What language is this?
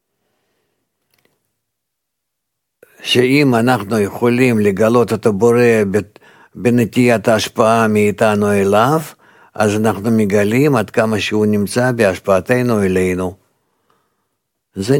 Hebrew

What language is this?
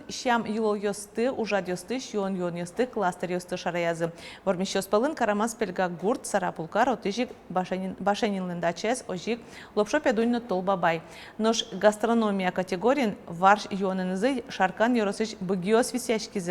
Udmurt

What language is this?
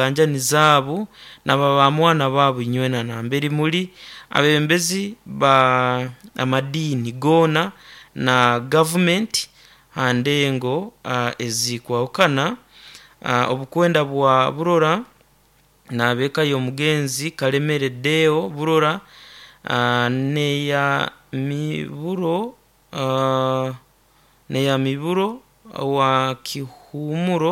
Nyoro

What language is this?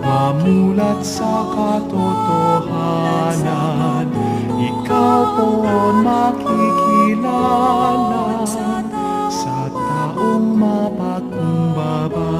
Pampanga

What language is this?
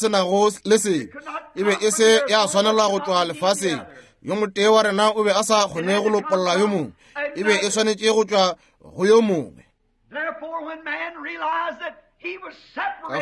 Northern Sotho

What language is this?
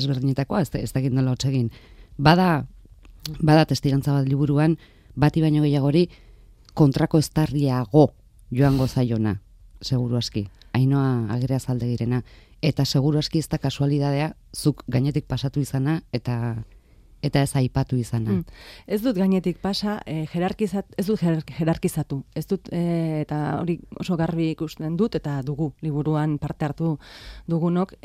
Basque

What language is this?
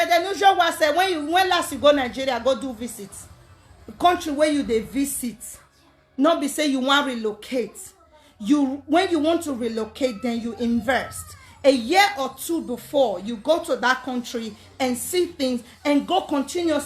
Nigerian Pidgin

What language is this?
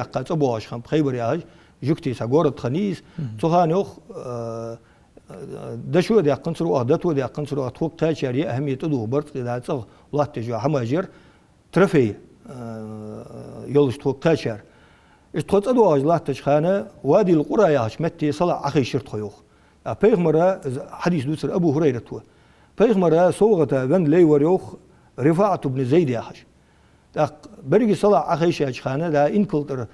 Ingush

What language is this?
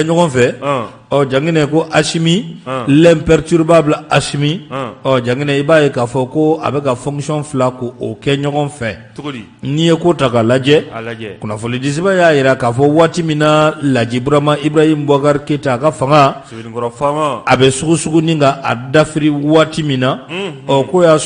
Bambara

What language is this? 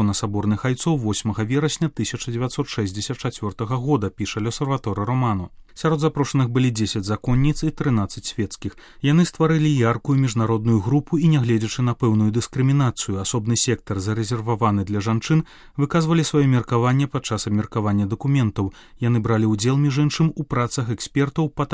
Belarusian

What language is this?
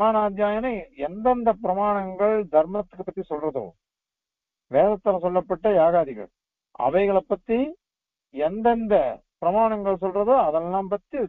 Tamil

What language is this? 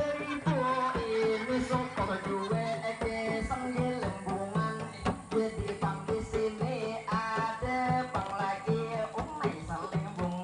Banjar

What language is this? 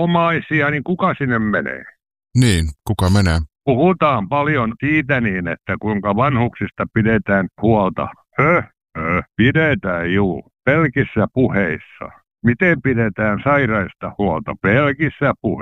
Finnish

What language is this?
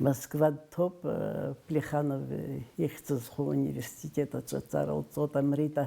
Abkhazian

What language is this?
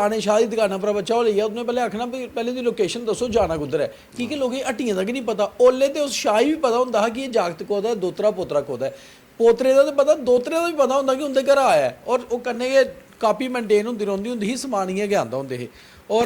Dogri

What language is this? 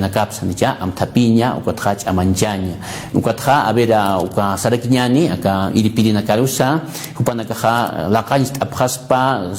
Aymara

